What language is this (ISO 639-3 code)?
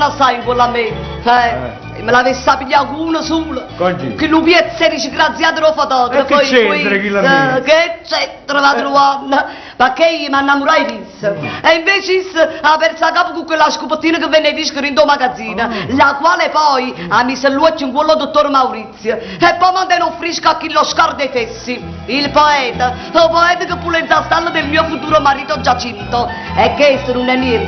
nap